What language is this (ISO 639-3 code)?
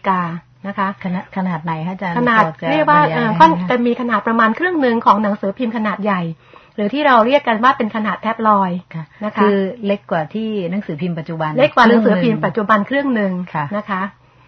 tha